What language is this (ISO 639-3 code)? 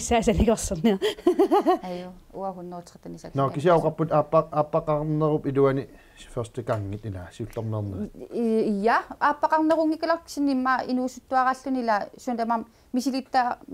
kal